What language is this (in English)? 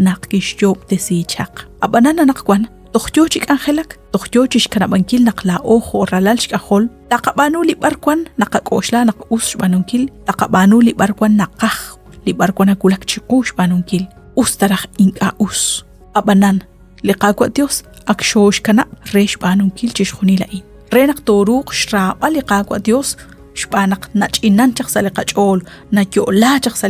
Kekchí